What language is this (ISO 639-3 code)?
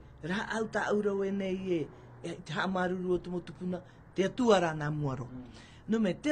tah